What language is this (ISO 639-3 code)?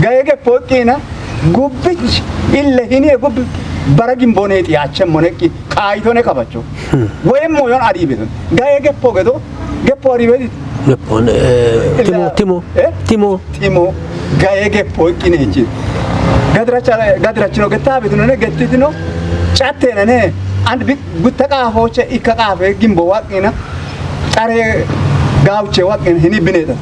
kbr